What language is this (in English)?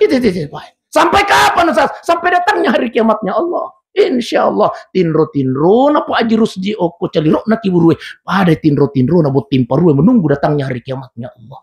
Buginese